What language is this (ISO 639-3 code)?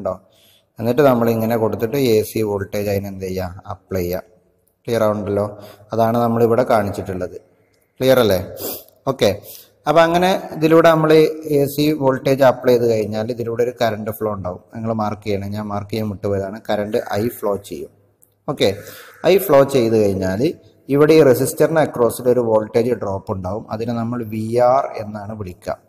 mal